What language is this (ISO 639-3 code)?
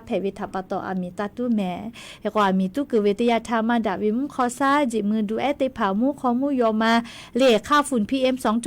lhu